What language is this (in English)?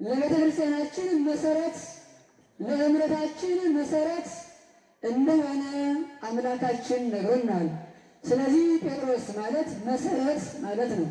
Amharic